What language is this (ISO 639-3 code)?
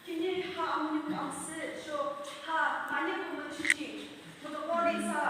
yim